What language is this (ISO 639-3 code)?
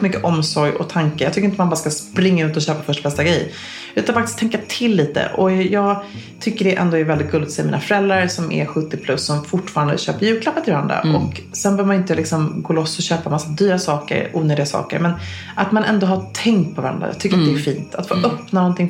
swe